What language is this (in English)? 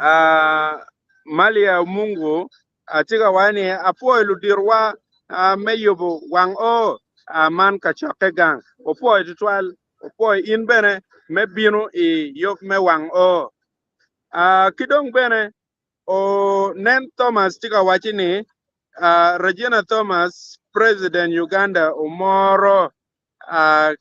Acoli